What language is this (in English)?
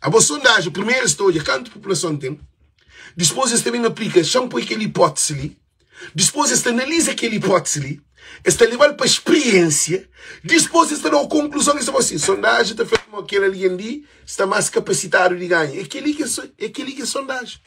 Kabuverdianu